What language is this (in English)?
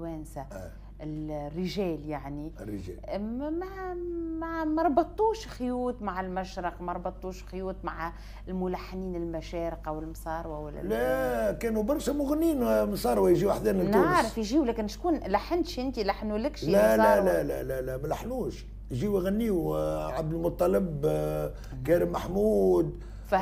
Tunisian Arabic